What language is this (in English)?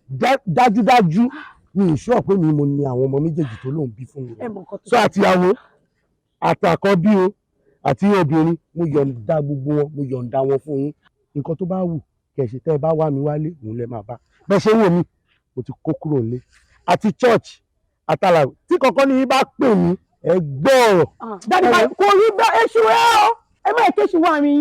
Yoruba